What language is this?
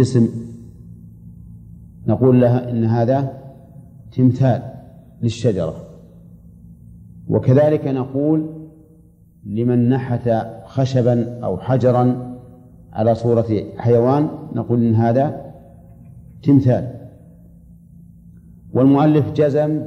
Arabic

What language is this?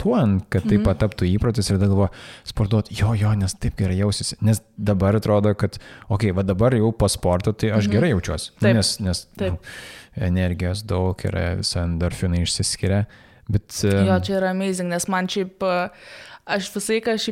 Lithuanian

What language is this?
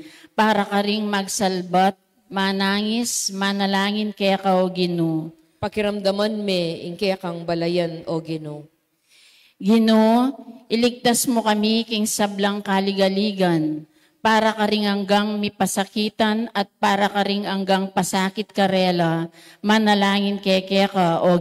Pampanga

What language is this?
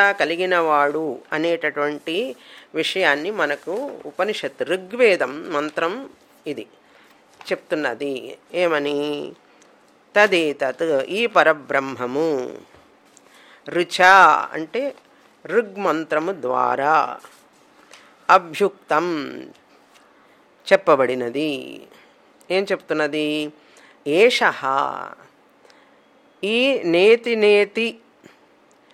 Telugu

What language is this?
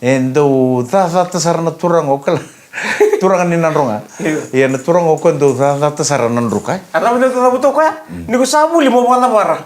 Fijian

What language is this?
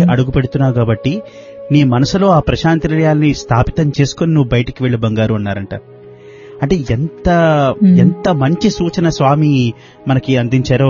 Telugu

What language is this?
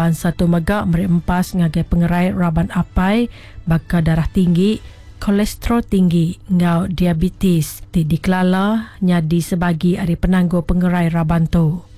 Iban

